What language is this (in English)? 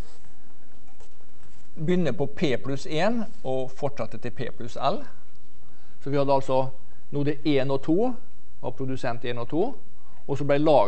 Norwegian